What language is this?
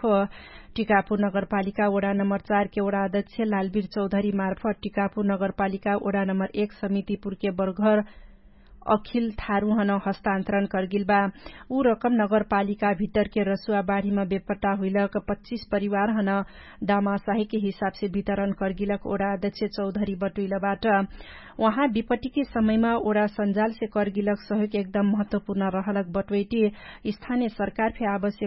Dangaura Tharu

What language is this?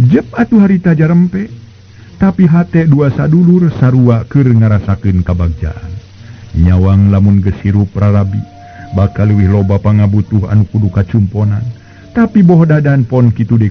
Sundanese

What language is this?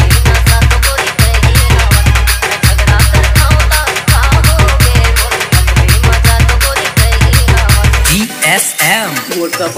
Chhattisgarhi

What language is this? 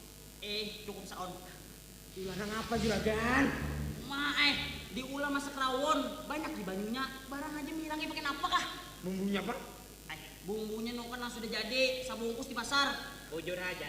Banjar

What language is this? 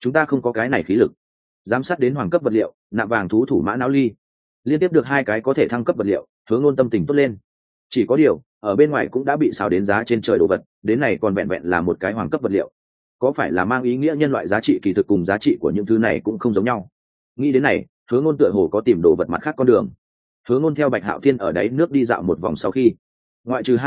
Vietnamese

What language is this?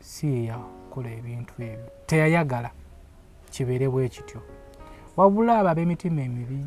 Ganda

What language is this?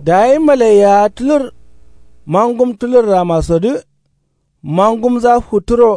Kanuri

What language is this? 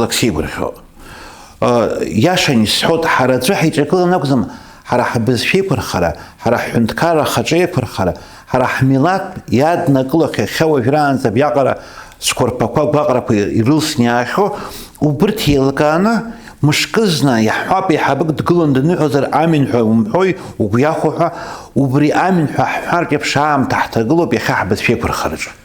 Abkhazian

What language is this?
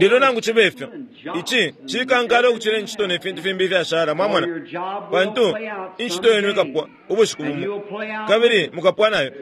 Bemba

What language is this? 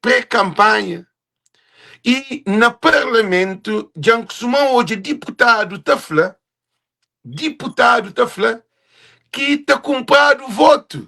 Kabuverdianu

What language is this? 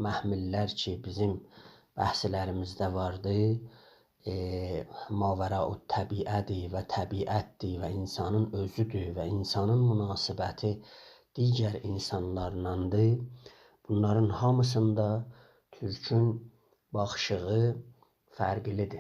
South Azerbaijani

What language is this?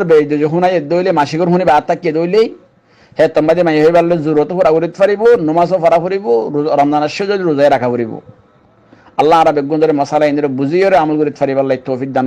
Rohingya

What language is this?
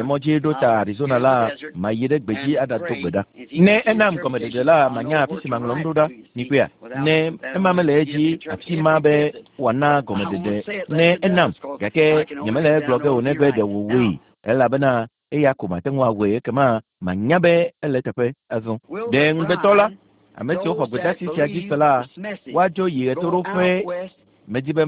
Ewe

